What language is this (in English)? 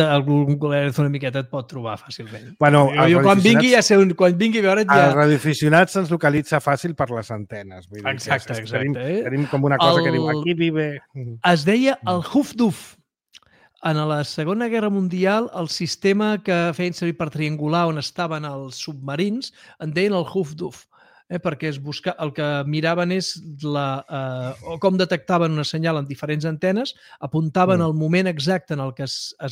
Catalan